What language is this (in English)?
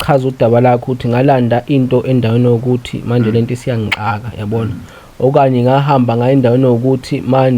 Zulu